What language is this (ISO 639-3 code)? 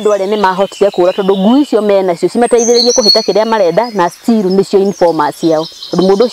kik